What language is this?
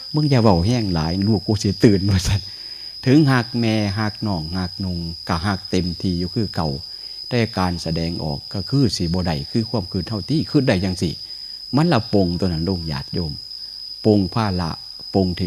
Northeastern Thai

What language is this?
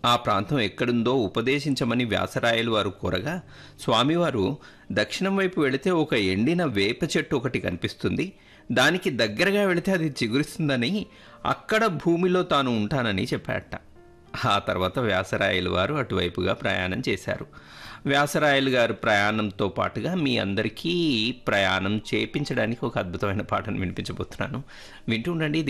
Telugu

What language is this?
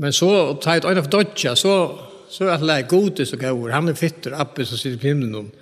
Faroese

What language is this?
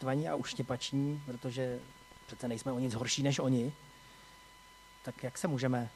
Czech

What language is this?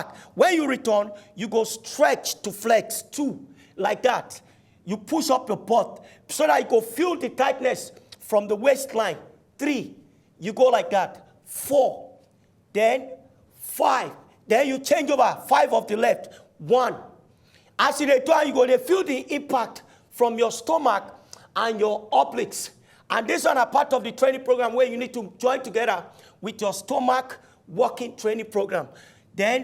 Nigerian Pidgin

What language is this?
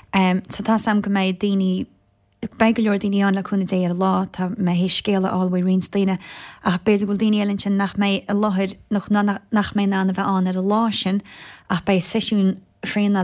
Irish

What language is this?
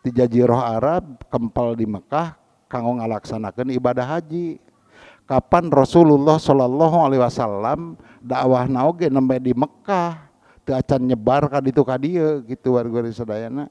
Sundanese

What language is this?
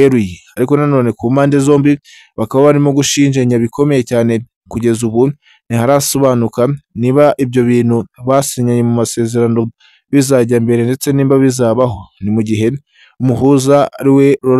Kinyarwanda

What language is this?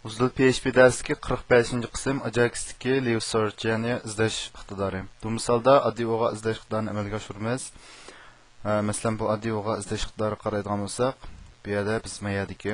Uyghur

